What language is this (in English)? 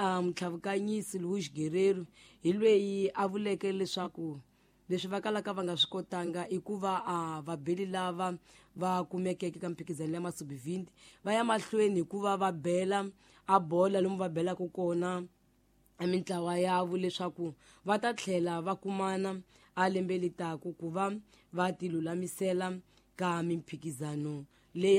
Tsonga